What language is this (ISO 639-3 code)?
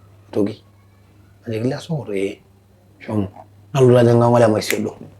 mas